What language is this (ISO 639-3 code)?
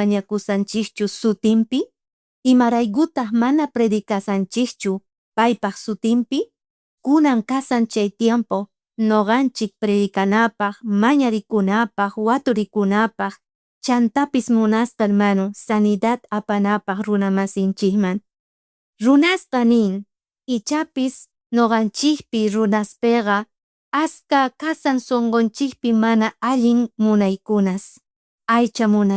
quh